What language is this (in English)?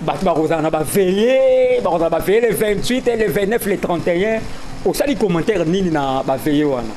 Lingala